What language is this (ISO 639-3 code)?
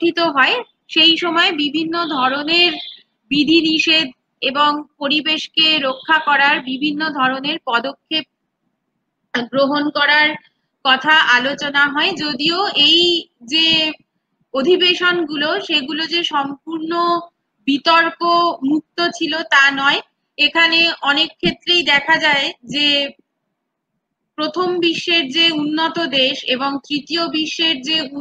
ben